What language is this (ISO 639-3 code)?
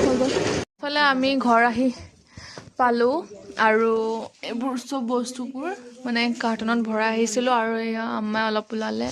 asm